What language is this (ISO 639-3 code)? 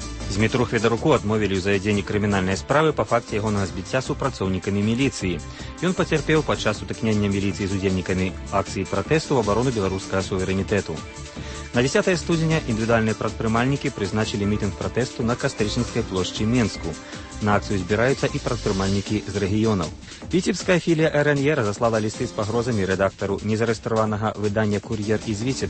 bel